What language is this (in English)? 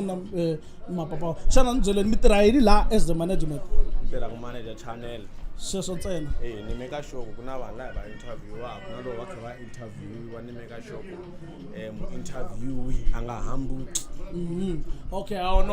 Tsonga